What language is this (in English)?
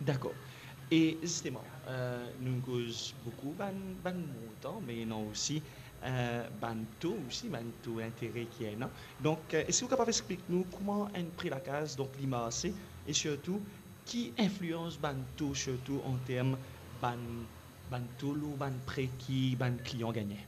Morisyen